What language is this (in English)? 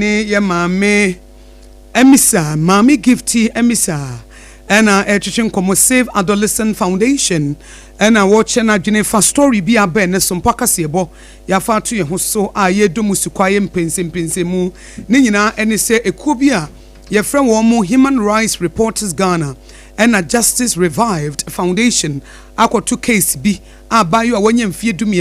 Akan